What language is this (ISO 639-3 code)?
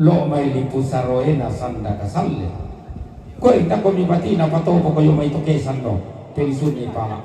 sda